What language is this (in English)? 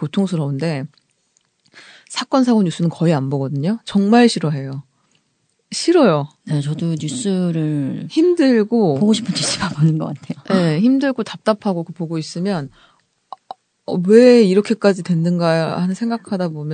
Korean